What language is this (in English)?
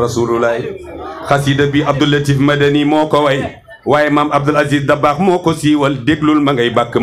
Wolof